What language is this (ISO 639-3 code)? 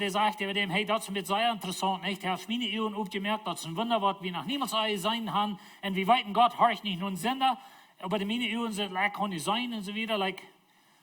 pdt